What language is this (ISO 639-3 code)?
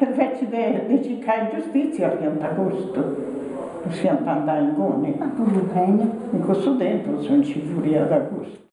srd